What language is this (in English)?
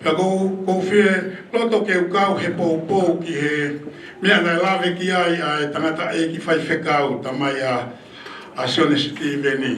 Tongan